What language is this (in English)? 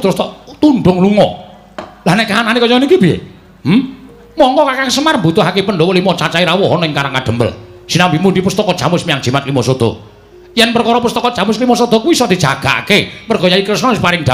Javanese